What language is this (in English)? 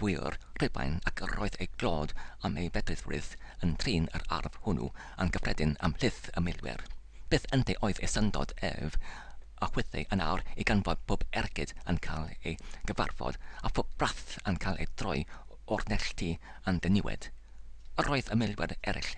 Welsh